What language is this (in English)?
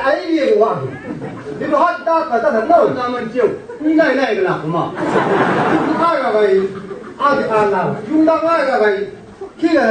Chang Naga